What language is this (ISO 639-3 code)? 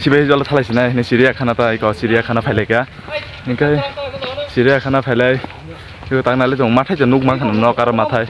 trp